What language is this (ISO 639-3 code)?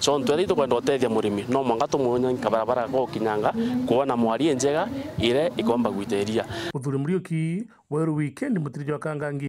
mer